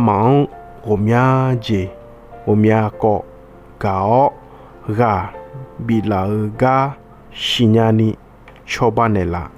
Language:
Akha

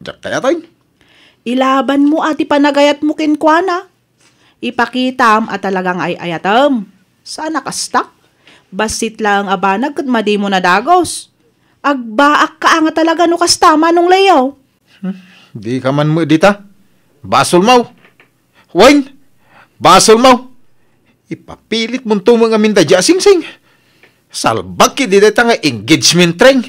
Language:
Iloko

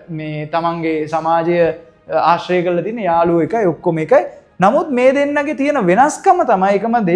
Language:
Sinhala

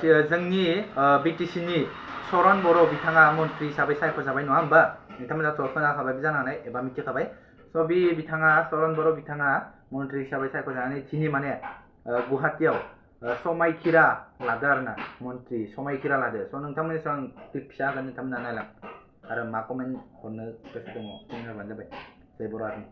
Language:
Bodo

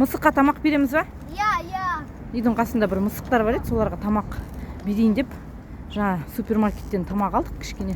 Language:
Kazakh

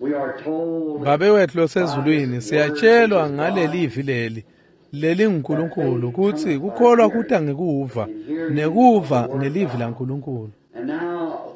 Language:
Swati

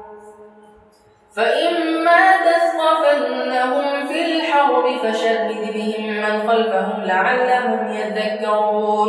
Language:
Arabic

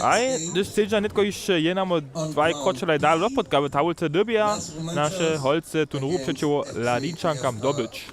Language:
Upper Sorbian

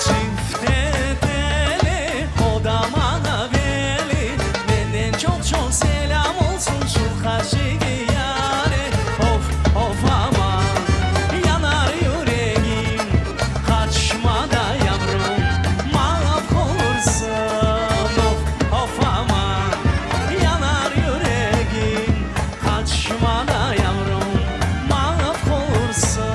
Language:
Crimean Tatar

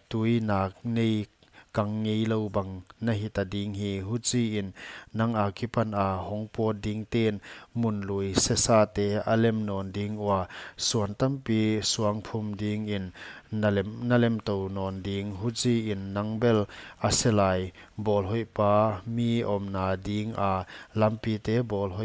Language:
Paite Chin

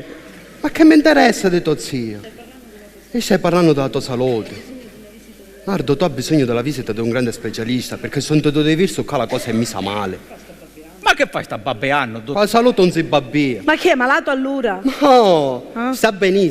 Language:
Sicilian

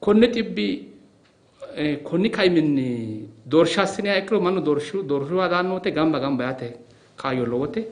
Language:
Sidamo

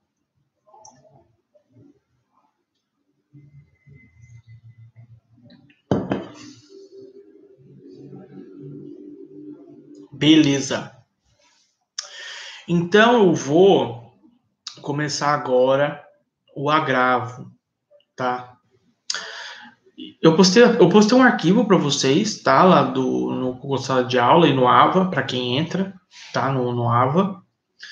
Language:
Portuguese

